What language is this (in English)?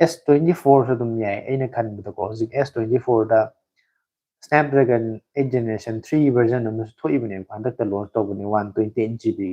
Manipuri